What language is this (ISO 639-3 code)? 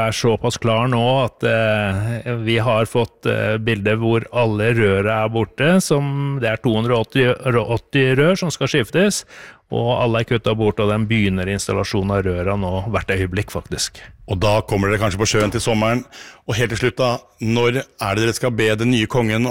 nor